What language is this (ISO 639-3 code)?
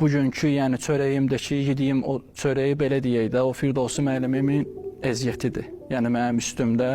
aze